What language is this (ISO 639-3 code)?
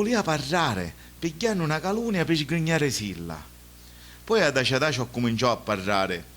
scn